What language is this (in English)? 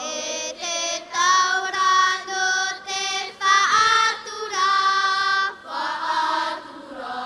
Tahitian